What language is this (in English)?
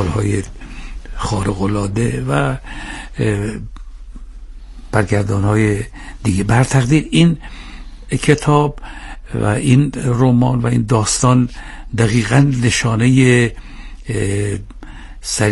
Persian